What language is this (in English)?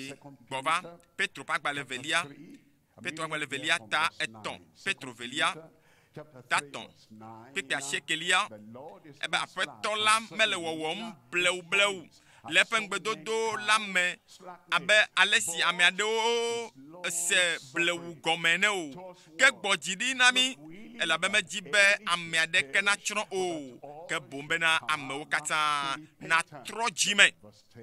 Ewe